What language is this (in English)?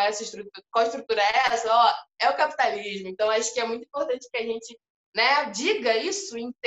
Portuguese